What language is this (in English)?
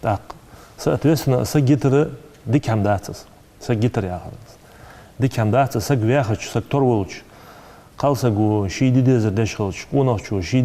Ingush